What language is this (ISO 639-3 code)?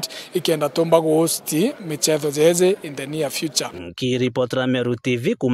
mer